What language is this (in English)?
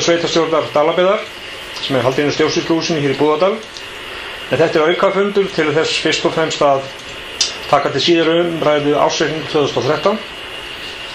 Icelandic